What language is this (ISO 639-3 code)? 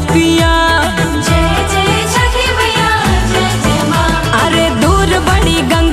mag